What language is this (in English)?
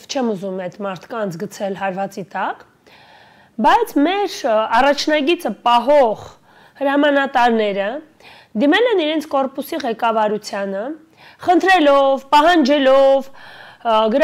Armenian